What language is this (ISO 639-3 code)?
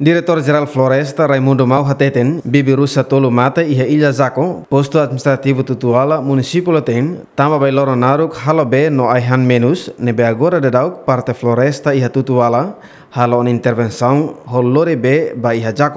tet